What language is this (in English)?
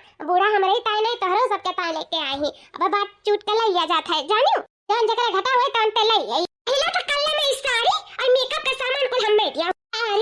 Awadhi